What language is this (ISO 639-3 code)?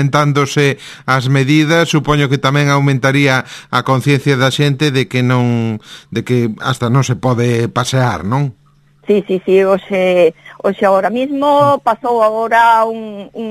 glg